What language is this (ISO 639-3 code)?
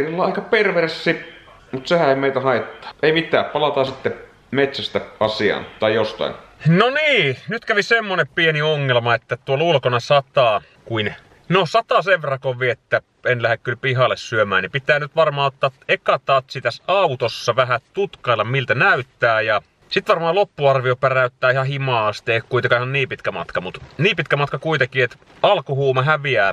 fin